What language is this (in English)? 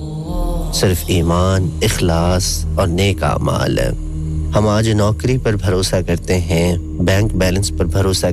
Urdu